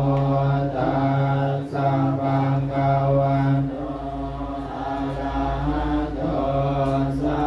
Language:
Pali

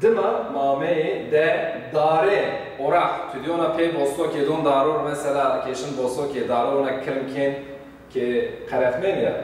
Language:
Zaza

